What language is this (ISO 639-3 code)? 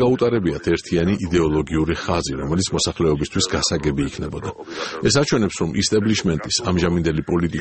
kat